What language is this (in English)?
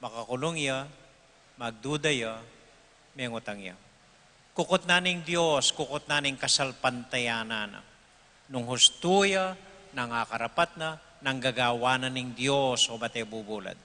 Pampanga